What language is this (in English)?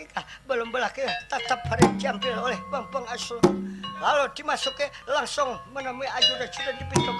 Banjar